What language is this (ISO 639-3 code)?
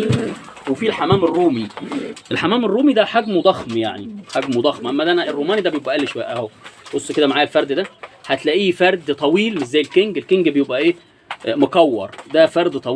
arz